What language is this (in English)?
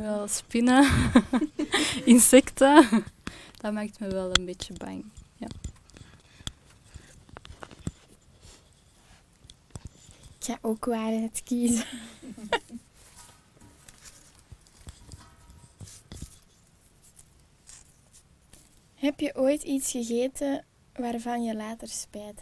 Dutch